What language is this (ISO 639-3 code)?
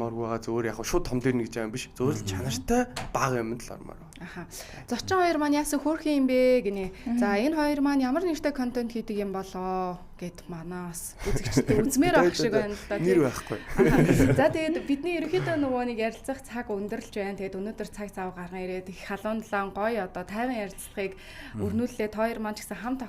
mon